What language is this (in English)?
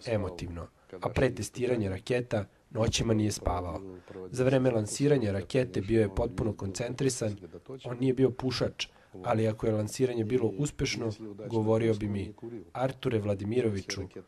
Serbian